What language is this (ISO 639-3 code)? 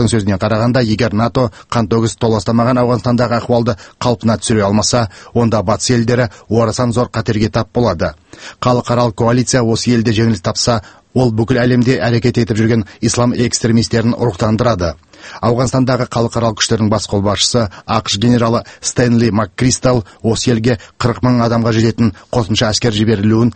kaz